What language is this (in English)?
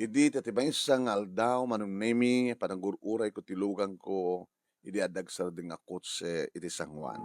Iloko